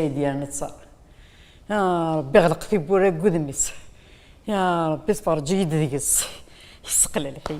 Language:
Kabyle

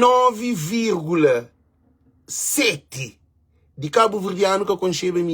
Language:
Kabuverdianu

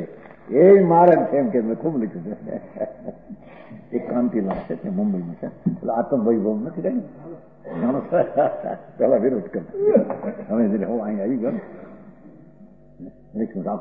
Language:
Gujarati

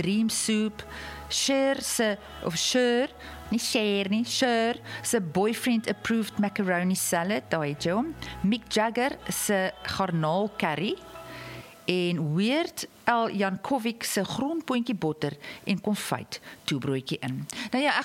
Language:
Afrikaans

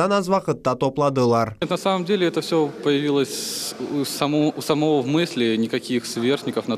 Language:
Crimean Tatar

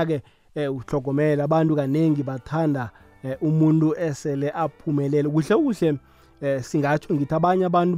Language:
South Ndebele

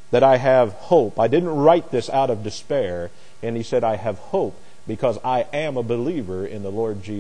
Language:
English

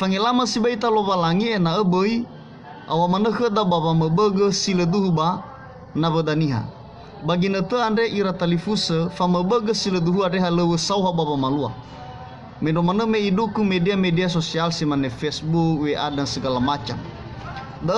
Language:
Nias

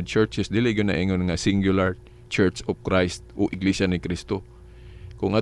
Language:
Cebuano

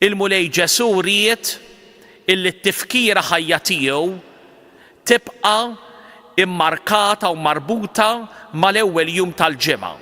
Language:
Maltese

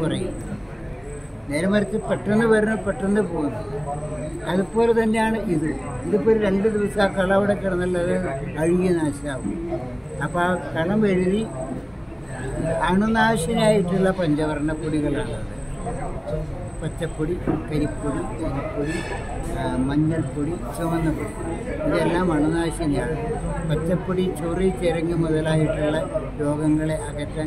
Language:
Malayalam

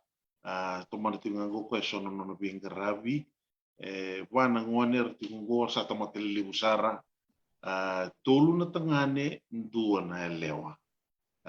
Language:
Fijian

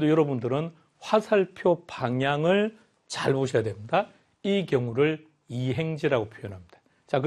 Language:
Korean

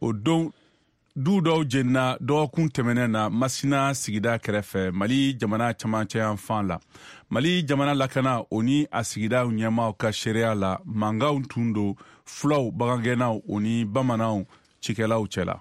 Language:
Bambara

